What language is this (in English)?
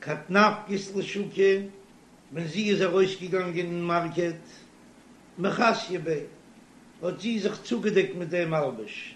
Yiddish